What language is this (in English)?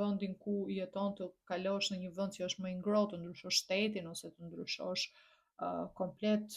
Albanian